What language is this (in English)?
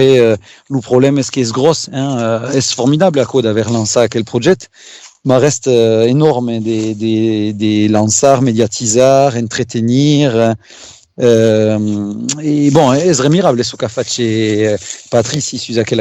Occitan